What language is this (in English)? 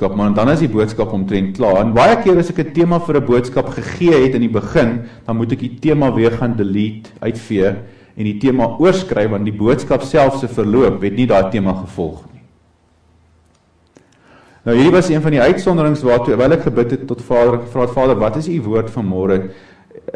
Afrikaans